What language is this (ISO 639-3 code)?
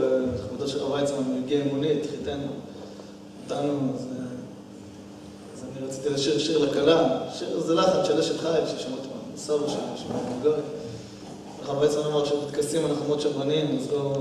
heb